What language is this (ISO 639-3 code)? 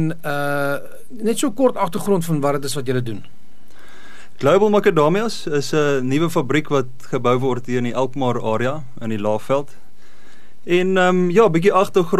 afr